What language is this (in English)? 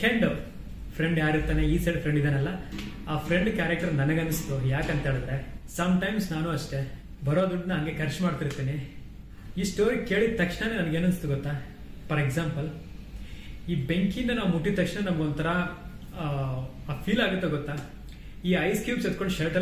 Kannada